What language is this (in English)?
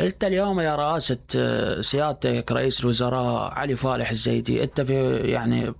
Mesopotamian Arabic